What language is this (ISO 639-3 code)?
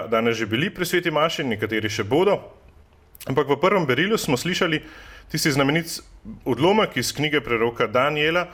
slv